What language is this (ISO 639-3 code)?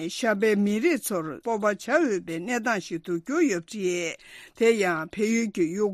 bod